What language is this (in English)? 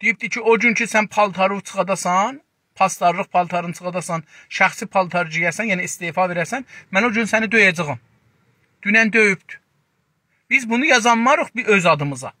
South Azerbaijani